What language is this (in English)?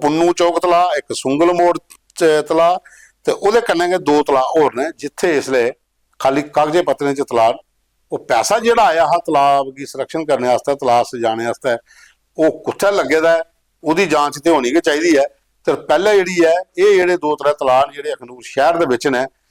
Dogri